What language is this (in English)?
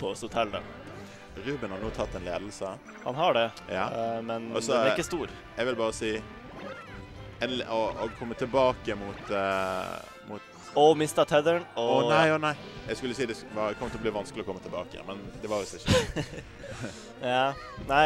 Norwegian